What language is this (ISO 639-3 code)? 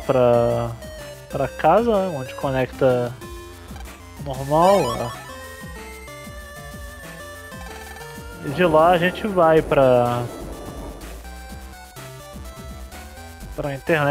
por